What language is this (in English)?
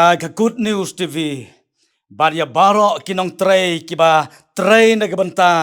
Khasi